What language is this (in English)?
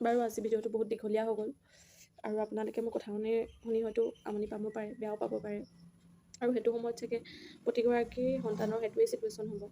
Assamese